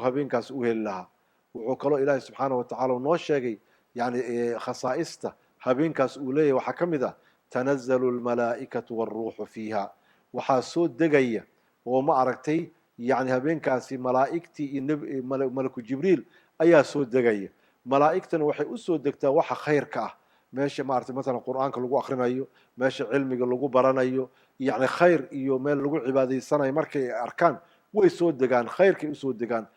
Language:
Somali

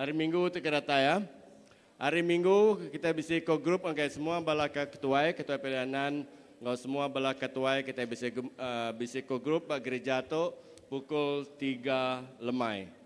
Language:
Iban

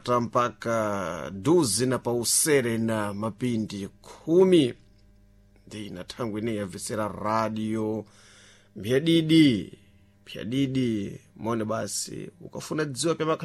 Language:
Sena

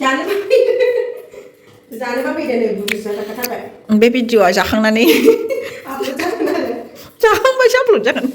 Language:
Bodo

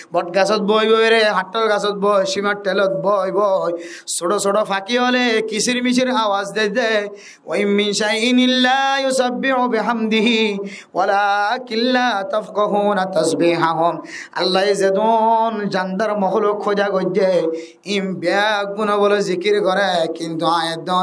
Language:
Rohingya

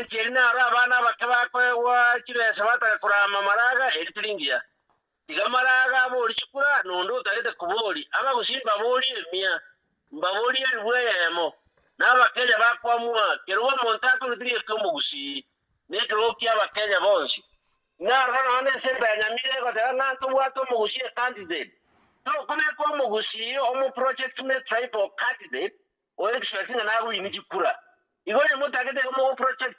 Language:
Gusii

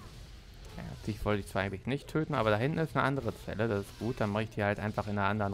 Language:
German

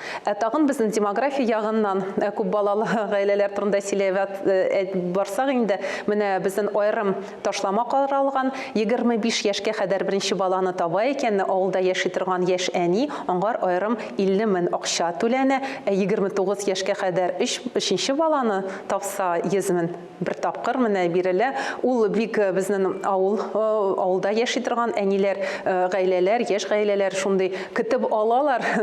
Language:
Tatar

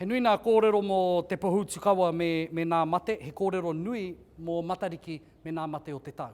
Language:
Māori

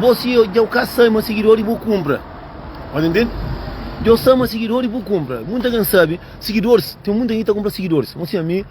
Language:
Kabuverdianu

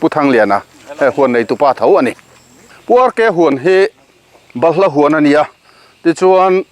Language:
Mizo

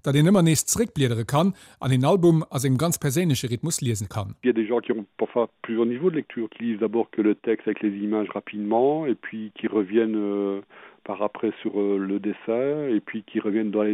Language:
Luxembourgish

